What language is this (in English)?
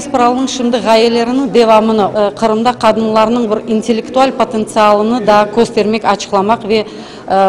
Crimean Tatar